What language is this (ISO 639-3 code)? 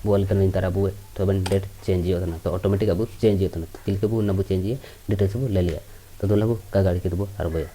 sat